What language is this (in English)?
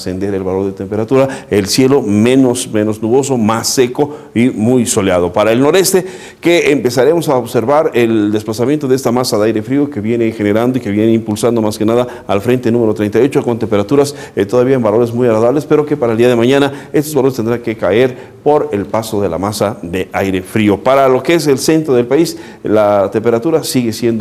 Spanish